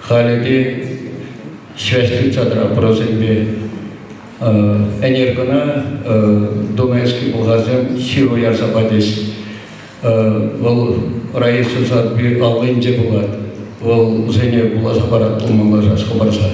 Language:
Chuvash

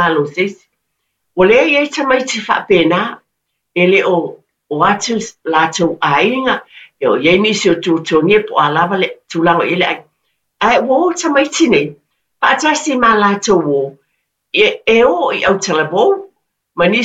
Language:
Samoan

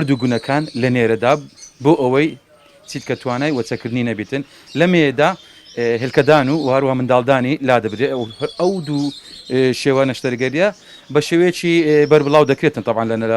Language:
Central Kurdish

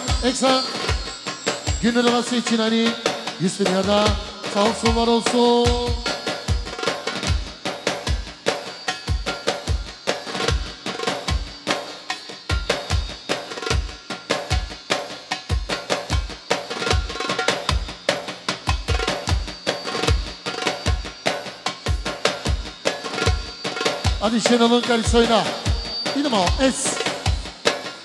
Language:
Turkish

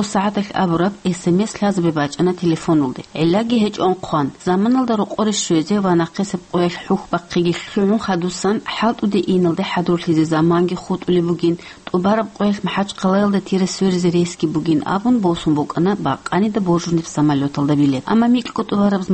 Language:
Avaric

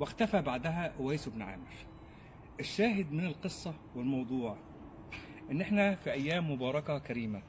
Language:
Egyptian Arabic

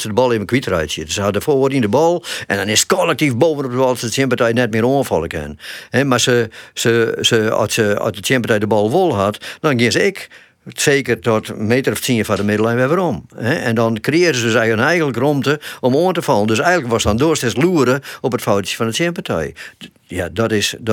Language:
Western Frisian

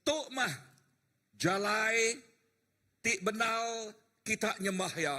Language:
Iban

